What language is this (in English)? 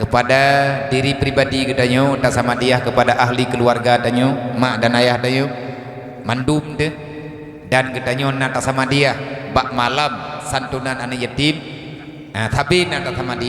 Achinese